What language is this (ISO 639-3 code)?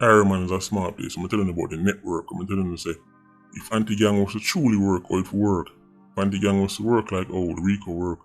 jam